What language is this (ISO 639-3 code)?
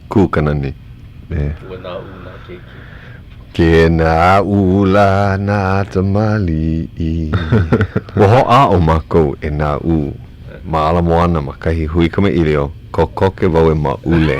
haw